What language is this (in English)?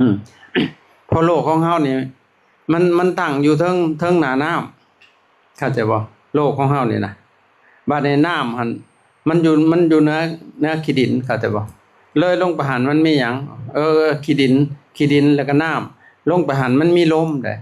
Lao